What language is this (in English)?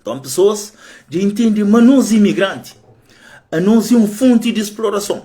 Kabuverdianu